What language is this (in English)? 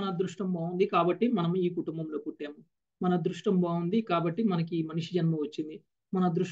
Telugu